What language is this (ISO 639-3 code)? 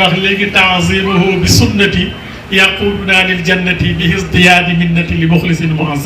wol